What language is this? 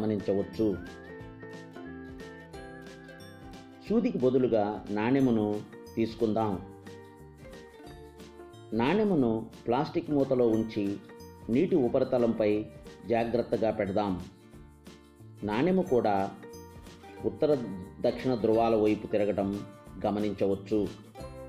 Telugu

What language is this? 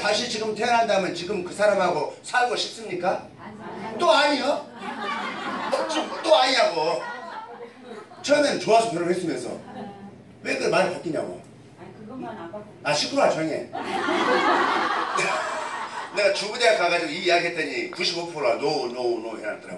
Korean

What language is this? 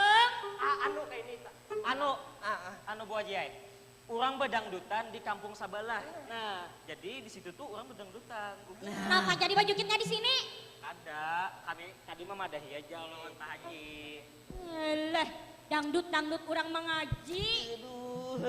Banjar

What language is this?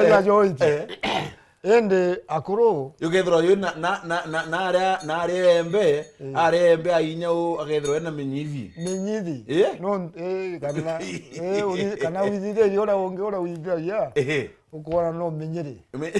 Meru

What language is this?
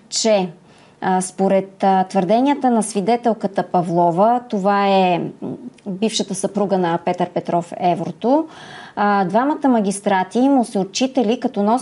Bulgarian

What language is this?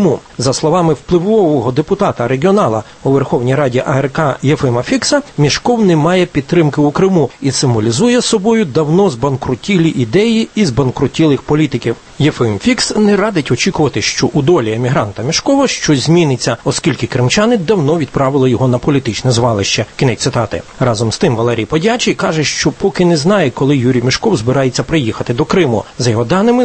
Ukrainian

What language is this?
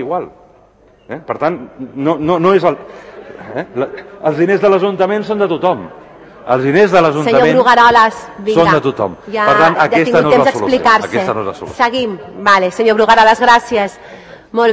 Catalan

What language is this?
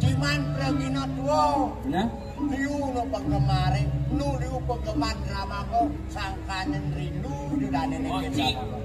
Balinese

